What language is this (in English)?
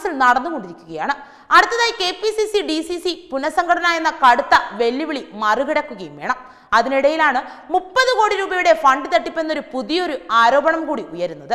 Malayalam